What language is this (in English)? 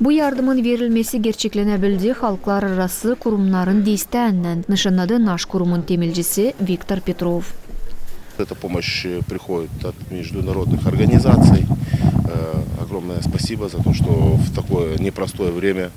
Gagauz